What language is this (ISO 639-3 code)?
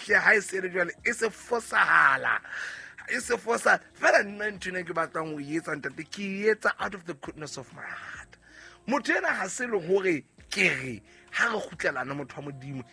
sot